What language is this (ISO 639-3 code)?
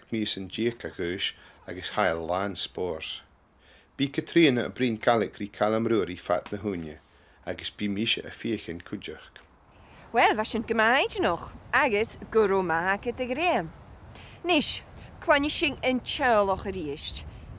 gla